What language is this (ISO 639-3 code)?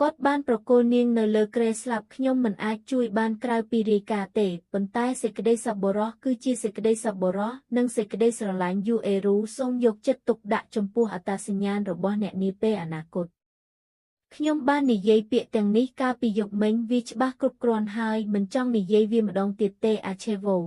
khm